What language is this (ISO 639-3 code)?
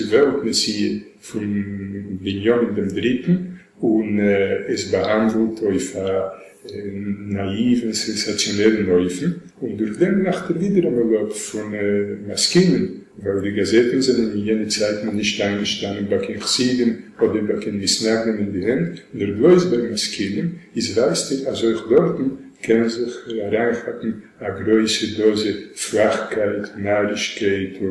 yid